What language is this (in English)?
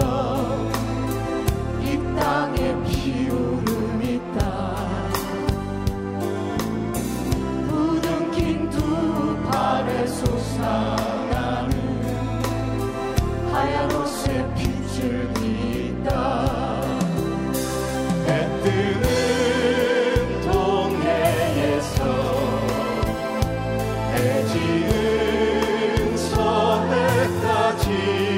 Korean